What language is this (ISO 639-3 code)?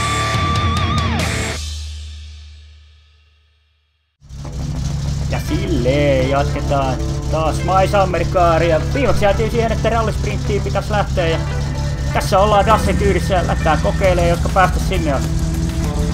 fin